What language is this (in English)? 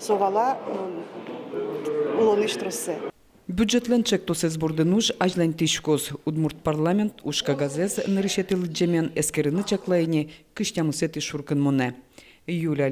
Udmurt